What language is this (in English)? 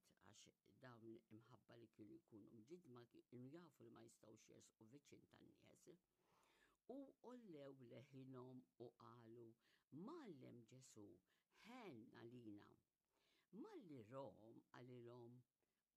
Maltese